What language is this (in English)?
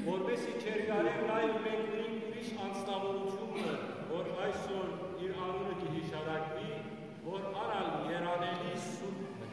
Western Armenian